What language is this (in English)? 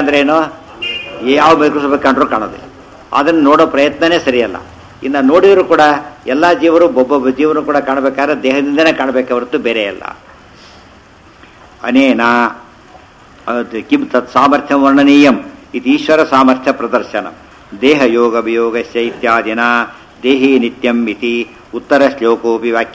Kannada